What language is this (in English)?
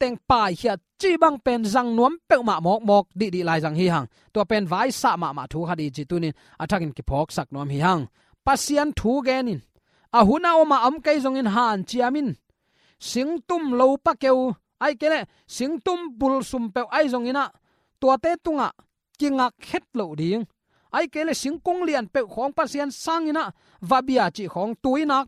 Tedim Chin